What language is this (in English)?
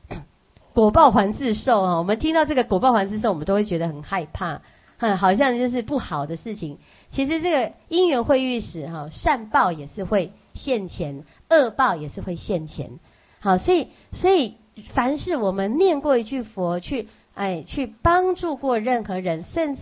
Chinese